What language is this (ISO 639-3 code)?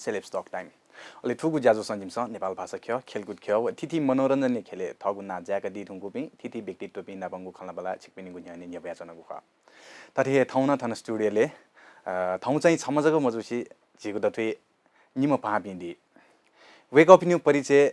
new